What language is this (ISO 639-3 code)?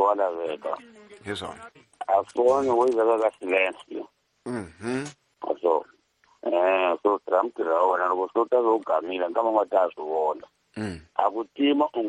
tso